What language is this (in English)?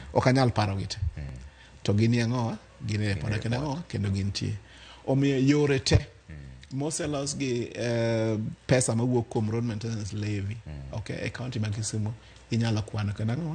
Luo (Kenya and Tanzania)